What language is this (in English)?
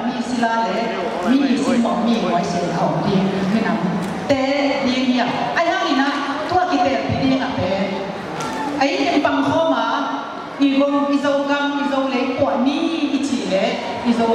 Tedim Chin